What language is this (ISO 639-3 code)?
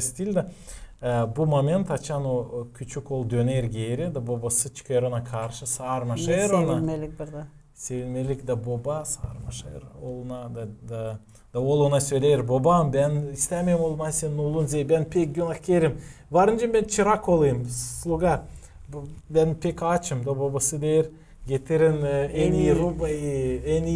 gag